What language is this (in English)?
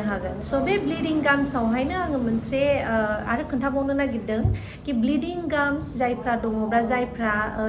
Bodo